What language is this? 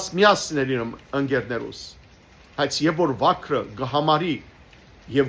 Western Armenian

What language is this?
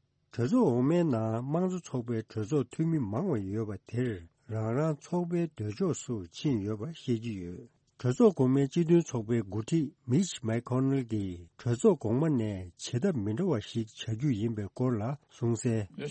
Tibetan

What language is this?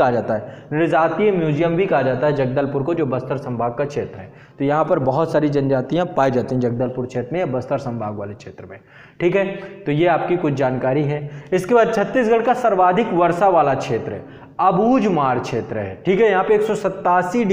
Hindi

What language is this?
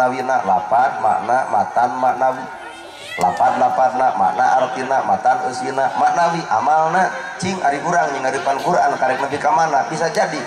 Sundanese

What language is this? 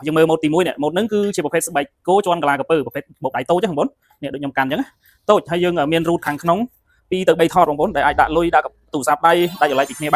Khmer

